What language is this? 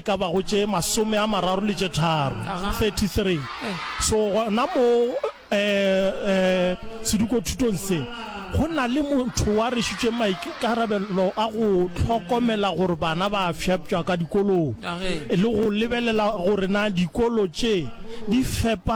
Northern Sotho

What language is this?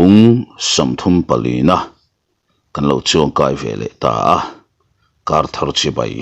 Mizo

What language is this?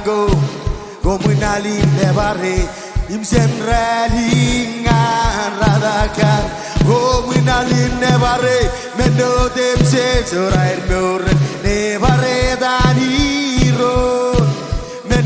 Marshallese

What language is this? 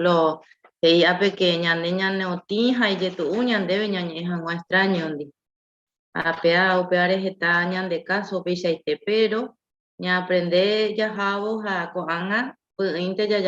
Guarani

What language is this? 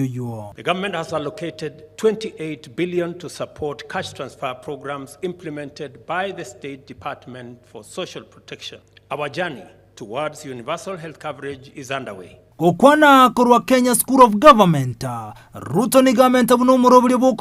Gusii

